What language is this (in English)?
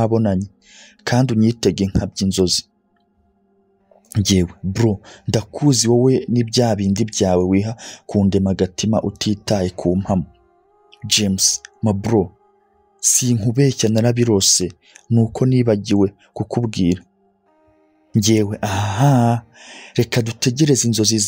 Kinyarwanda